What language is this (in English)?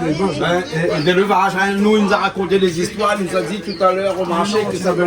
Réunion Creole French